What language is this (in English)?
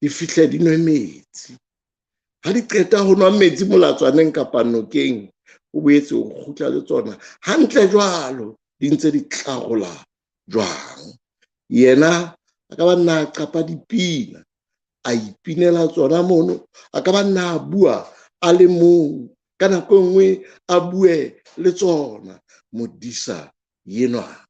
Southern Sotho